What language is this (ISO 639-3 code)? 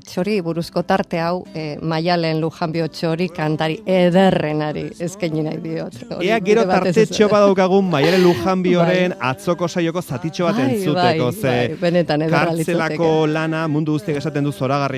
eus